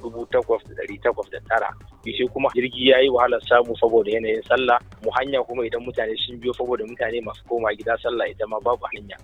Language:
Hausa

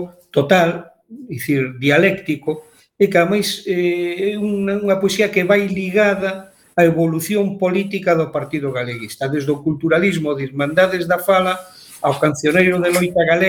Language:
Galician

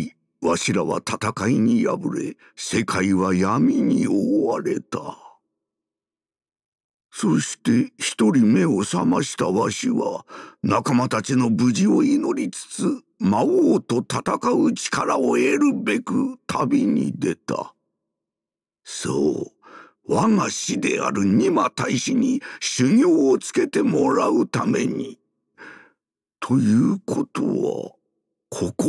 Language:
Japanese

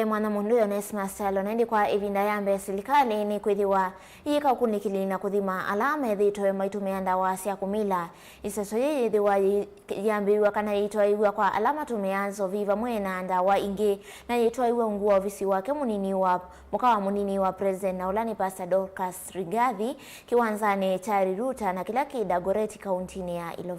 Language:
Kamba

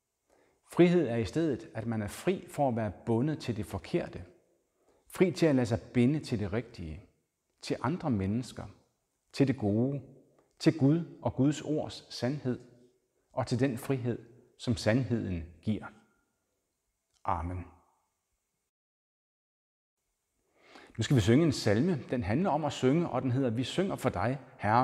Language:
Danish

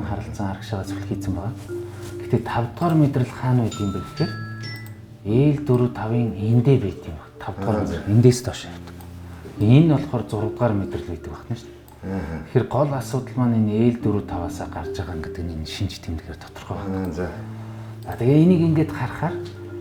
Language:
Mongolian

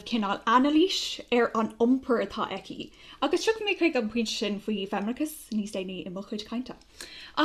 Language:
Irish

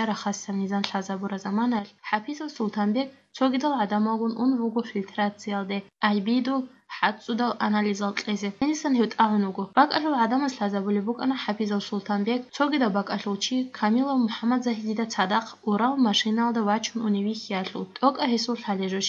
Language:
Avaric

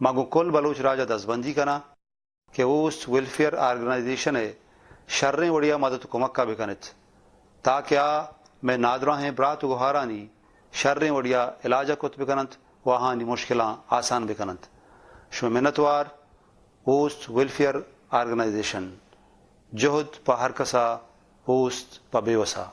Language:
Baluchi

